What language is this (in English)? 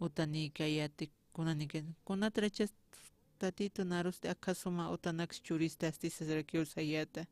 Aymara